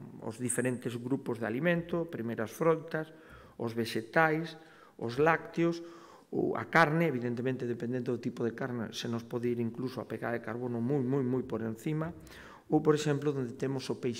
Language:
Galician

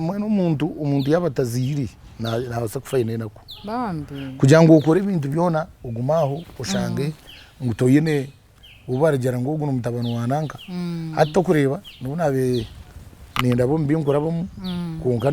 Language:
Nyankole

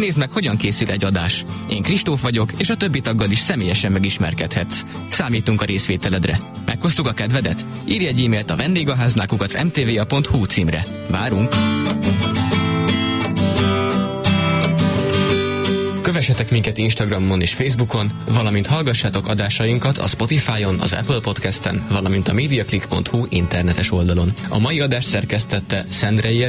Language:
Hungarian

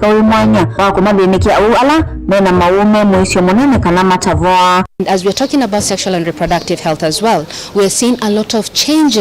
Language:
Kamba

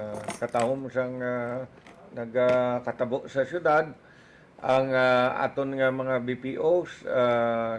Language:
Hiligaynon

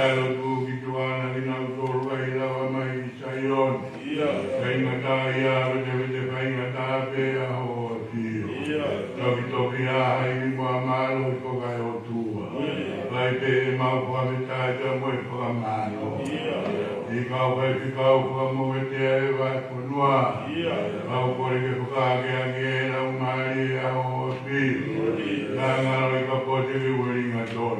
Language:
Tongan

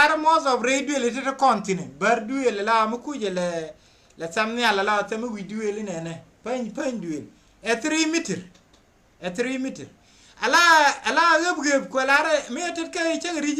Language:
Nuer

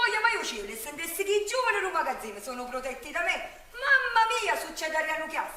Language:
Neapolitan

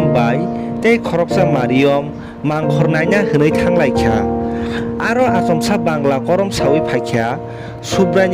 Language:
Kok Borok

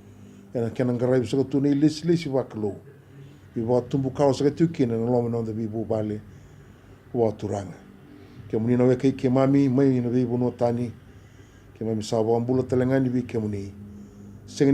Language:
Fijian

